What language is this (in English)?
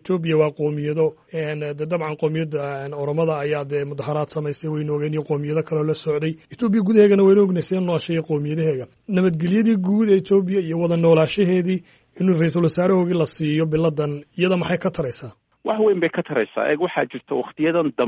Somali